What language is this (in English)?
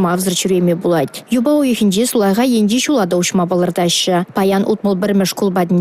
Chuvash